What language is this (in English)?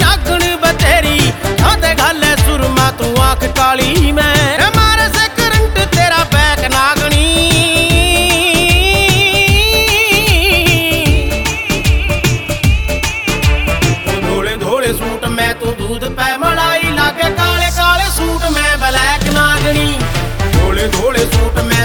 Hindi